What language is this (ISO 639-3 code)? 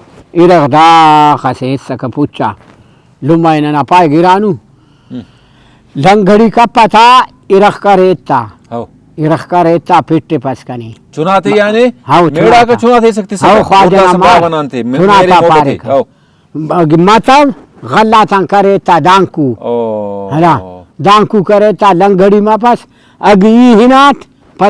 brh